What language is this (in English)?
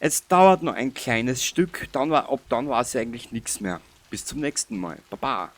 Bavarian